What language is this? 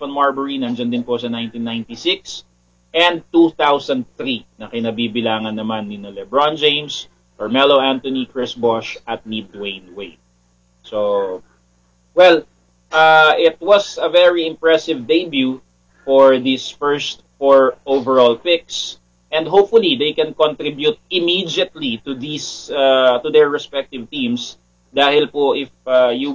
Filipino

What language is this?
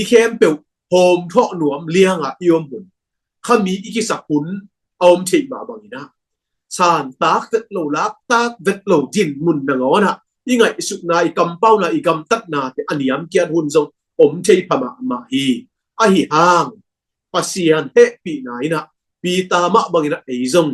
Tedim Chin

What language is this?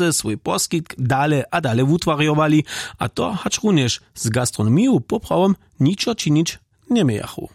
Upper Sorbian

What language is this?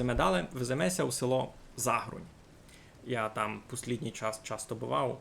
Rusyn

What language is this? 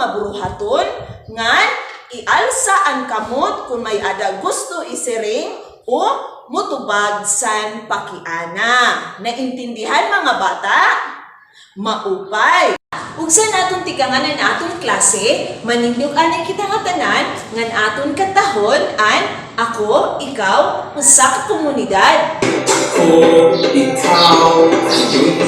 Waray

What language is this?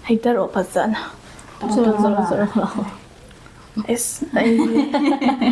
Manipuri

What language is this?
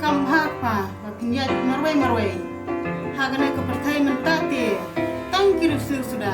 Khasi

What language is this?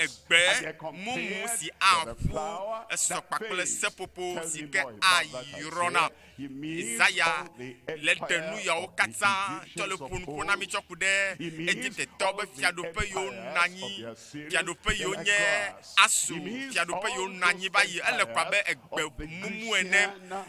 Ewe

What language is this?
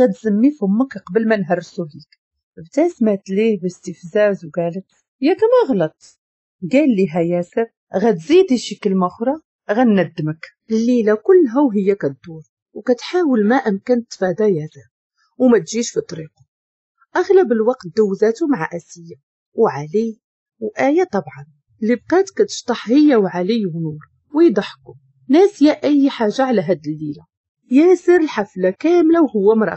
Moroccan Arabic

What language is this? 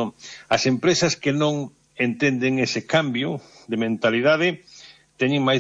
Galician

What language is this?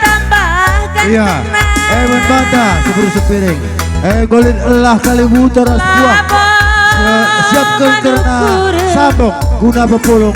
Batak Karo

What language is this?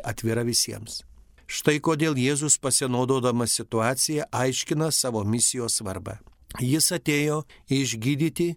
Lithuanian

